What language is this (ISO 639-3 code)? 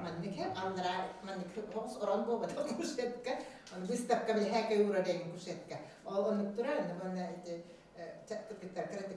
sah